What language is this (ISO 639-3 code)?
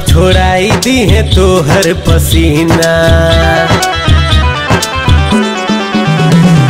bho